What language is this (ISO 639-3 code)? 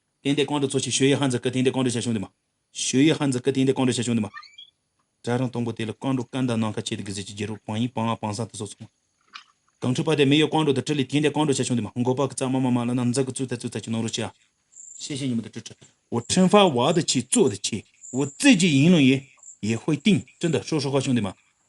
bod